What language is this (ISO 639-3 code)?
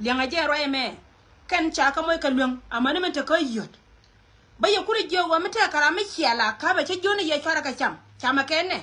nus